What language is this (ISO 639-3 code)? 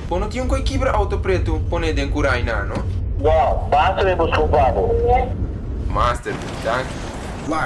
pap